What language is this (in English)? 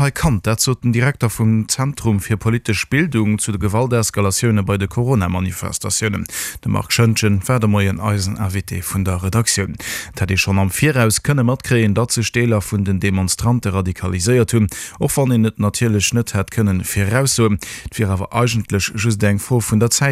Luxembourgish